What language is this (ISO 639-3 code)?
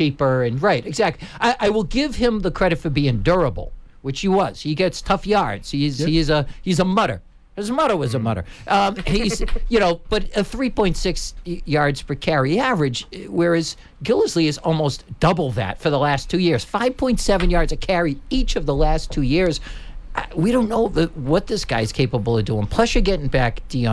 eng